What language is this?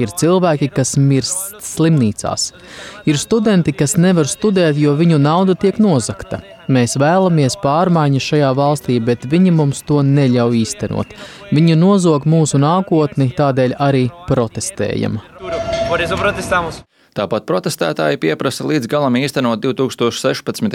Latvian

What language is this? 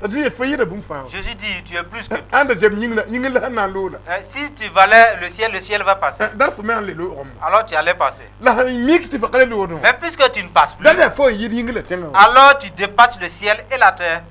Mossi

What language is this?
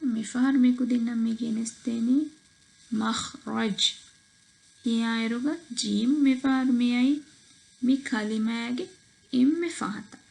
Divehi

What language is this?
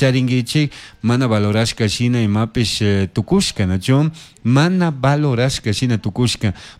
Chimborazo Highland Quichua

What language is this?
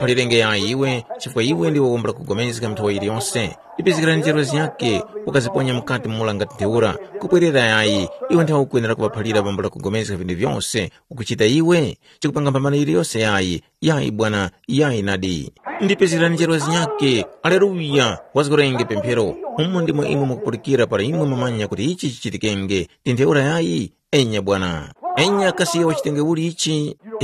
Tumbuka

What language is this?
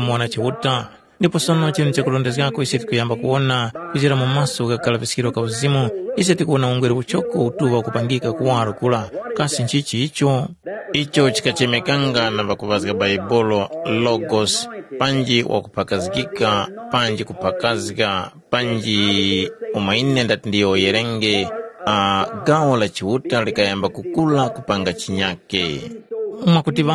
Tumbuka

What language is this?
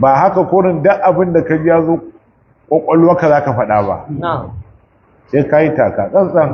Hausa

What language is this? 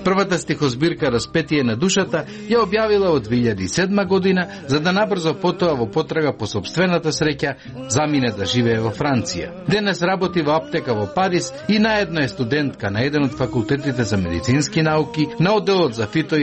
Macedonian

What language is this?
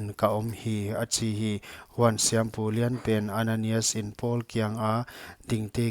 Paite Chin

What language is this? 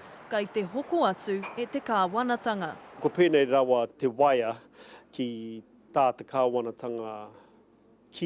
Māori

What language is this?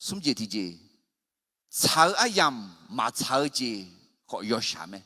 Akha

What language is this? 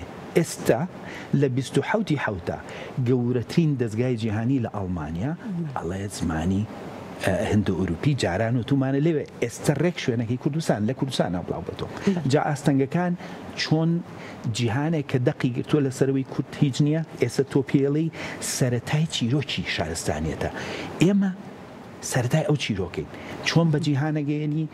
Central Kurdish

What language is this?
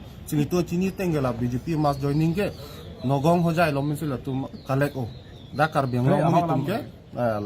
Karbi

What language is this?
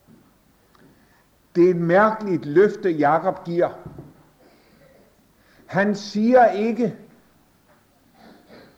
Danish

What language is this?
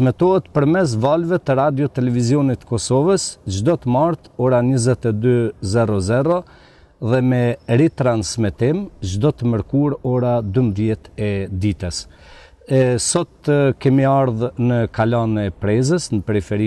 Albanian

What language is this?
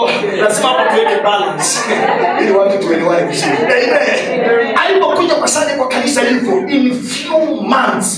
Swahili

